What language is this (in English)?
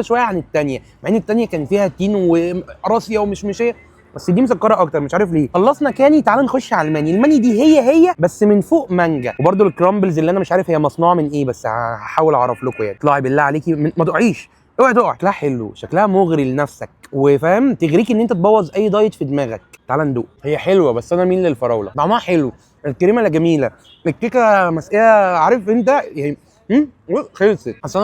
Egyptian Arabic